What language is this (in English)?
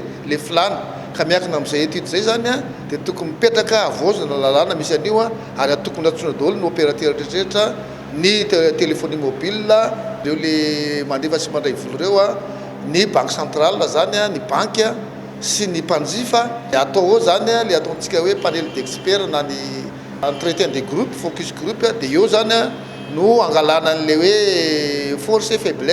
Malagasy